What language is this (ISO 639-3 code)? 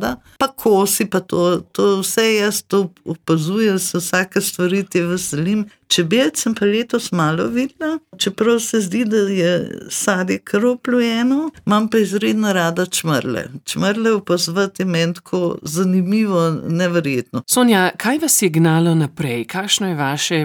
slv